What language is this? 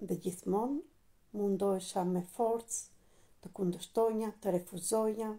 Albanian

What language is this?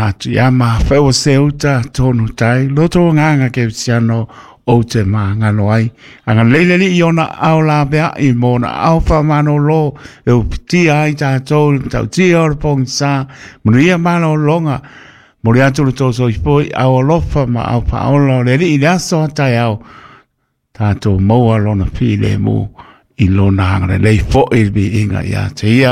Samoan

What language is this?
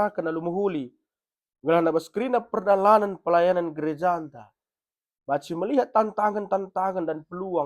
Batak Karo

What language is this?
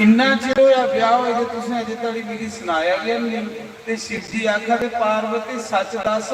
Dogri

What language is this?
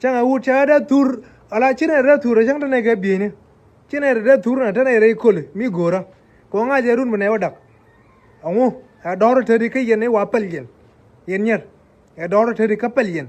Nuer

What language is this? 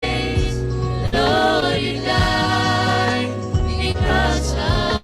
Gilbertese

